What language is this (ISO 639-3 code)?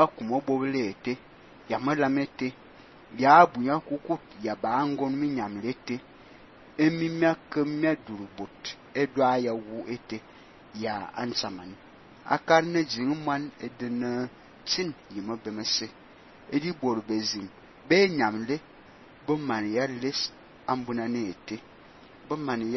fan